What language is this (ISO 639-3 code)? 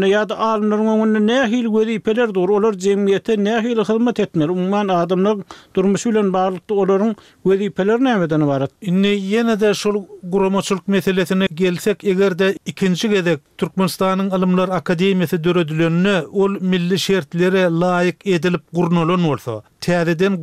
tuk